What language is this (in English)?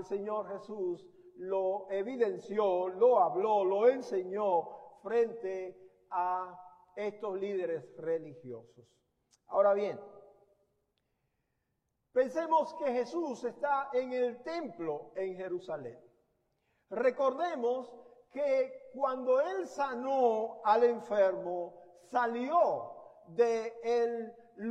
Spanish